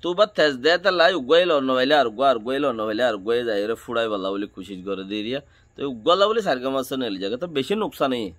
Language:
Rohingya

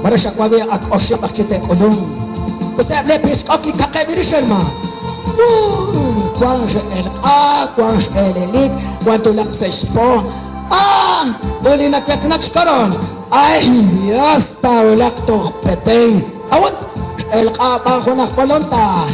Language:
Kekchí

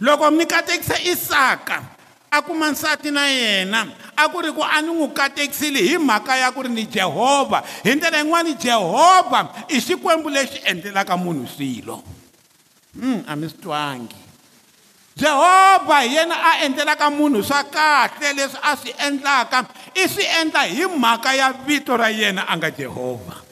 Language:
Tsonga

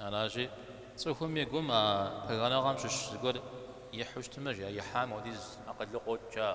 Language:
Kabardian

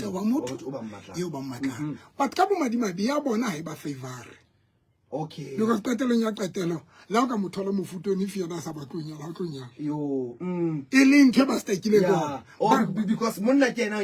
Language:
Southern Sotho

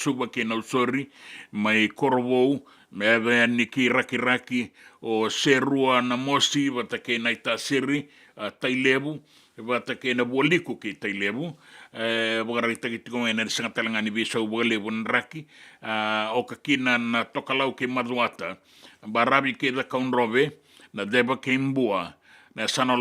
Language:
Fijian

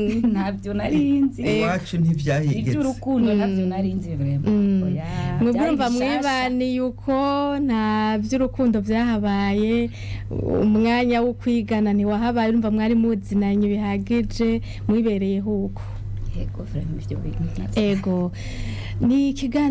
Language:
Rundi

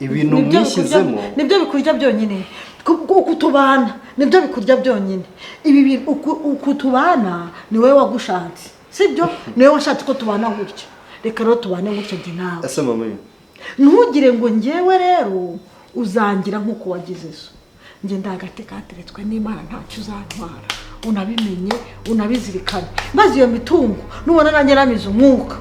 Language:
Kinyarwanda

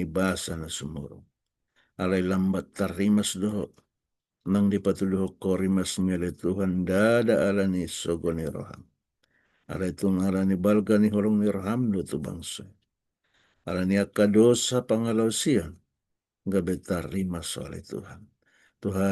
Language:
Batak Toba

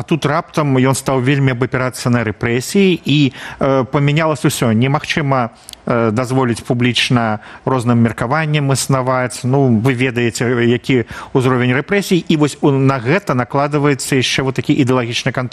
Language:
Belarusian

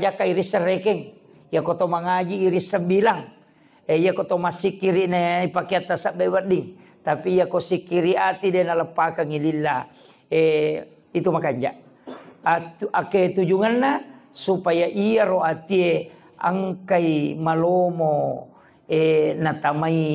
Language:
Buginese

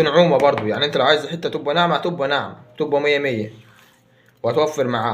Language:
Egyptian Arabic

